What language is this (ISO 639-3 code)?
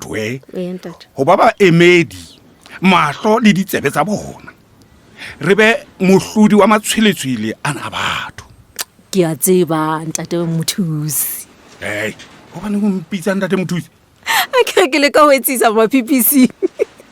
sot